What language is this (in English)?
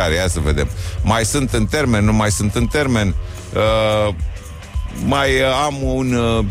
Romanian